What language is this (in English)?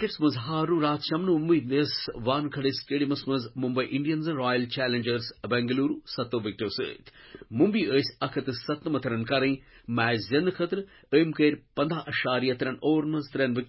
Kashmiri